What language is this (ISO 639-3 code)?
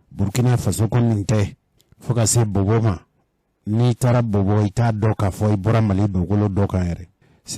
bam